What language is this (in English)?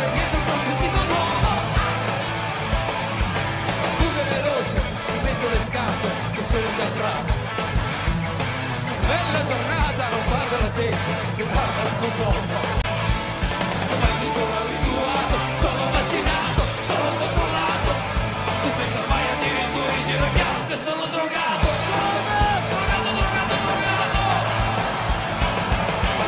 Italian